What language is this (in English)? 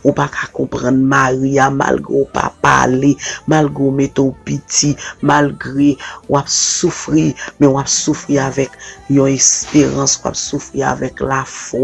Haitian Creole